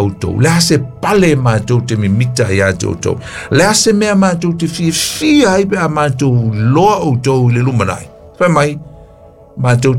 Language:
Samoan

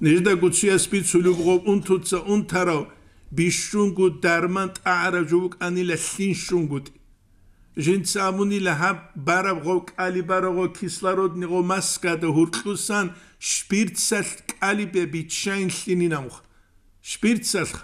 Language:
Avaric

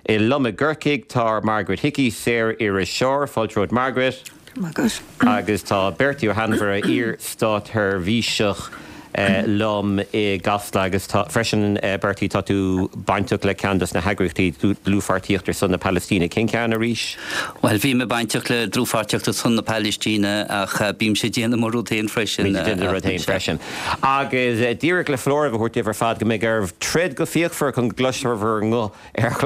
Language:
Irish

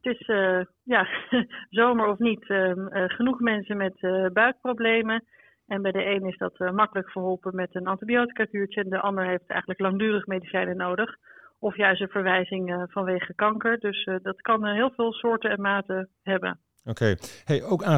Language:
Dutch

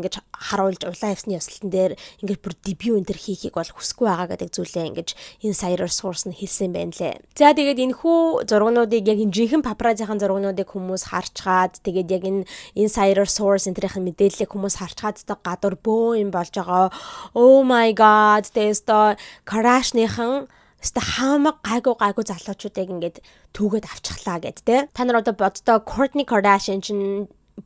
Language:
Mongolian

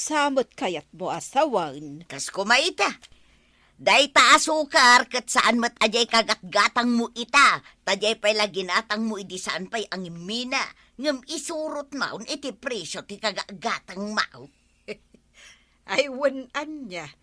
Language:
Iloko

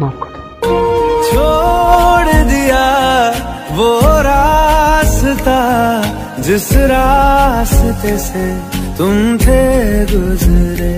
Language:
Maithili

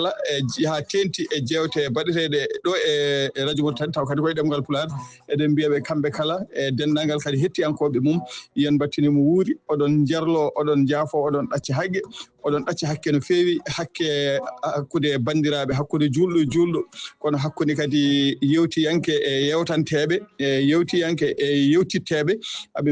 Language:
Fula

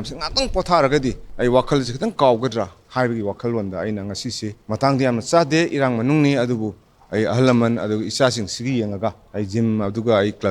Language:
Manipuri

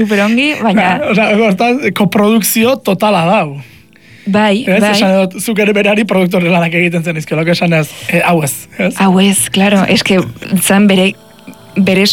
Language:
Basque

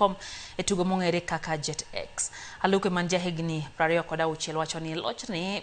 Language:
Luo (Kenya and Tanzania)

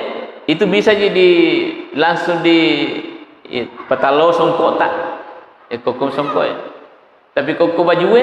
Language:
Buginese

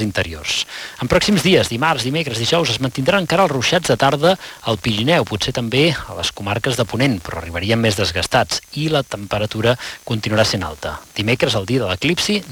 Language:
Catalan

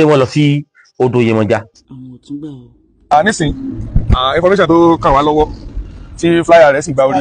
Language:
Yoruba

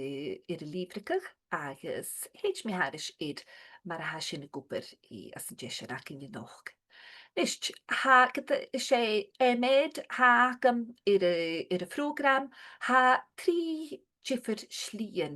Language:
Scottish Gaelic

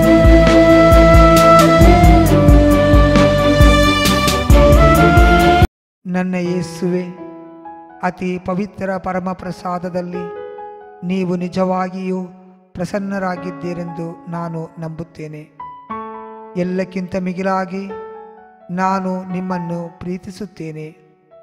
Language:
Kannada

